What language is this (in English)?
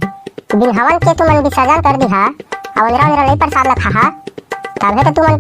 Chhattisgarhi